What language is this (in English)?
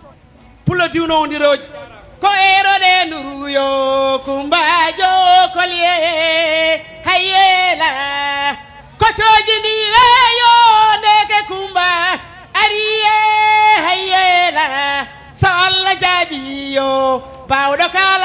Fula